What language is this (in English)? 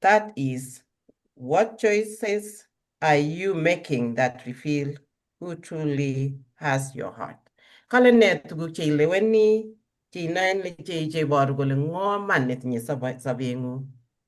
Kalenjin